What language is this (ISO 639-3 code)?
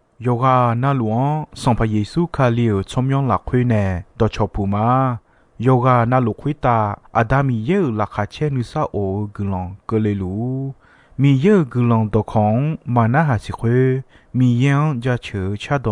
ahk